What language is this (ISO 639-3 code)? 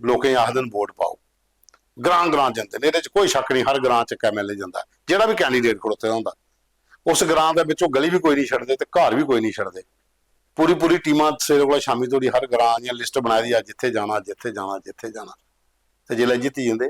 doi